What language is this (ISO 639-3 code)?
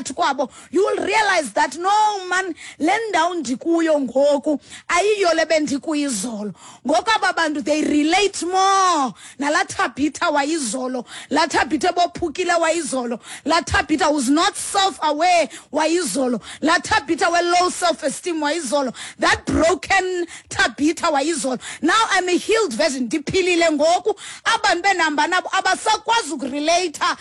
xho